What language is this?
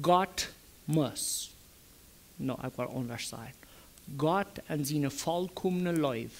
Plautdietsch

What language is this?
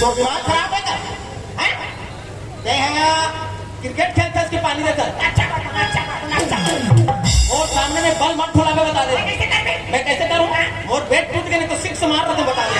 Chhattisgarhi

